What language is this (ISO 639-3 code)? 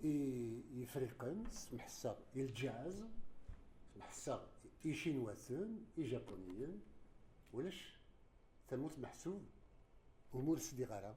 kab